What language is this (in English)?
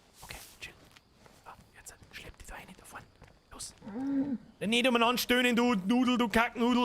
Bavarian